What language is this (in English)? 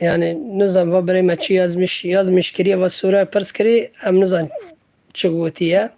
Kurdish